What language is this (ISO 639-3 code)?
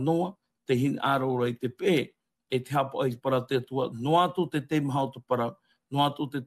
tah